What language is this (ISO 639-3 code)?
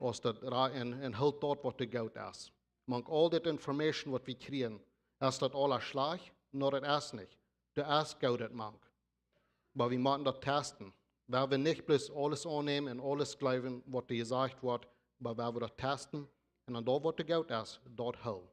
pdt